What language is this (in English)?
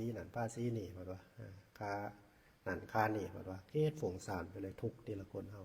Northeastern Thai